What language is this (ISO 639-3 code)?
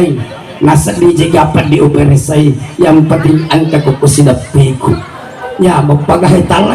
bug